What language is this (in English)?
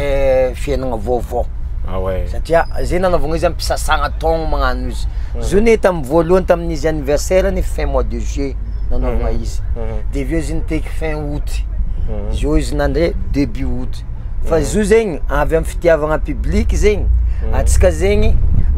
Malagasy